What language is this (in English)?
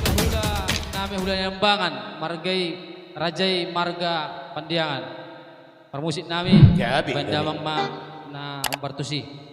Batak Toba